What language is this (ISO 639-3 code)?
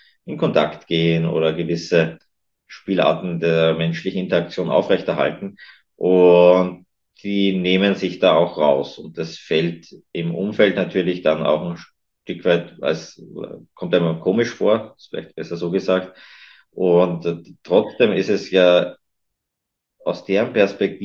deu